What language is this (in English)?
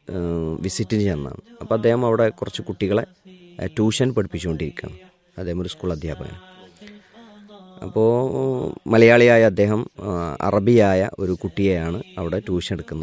Malayalam